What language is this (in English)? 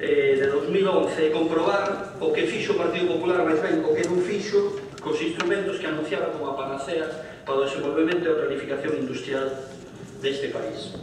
Galician